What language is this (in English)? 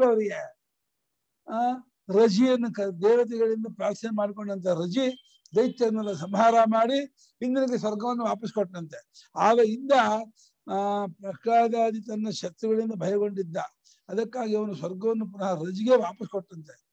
Kannada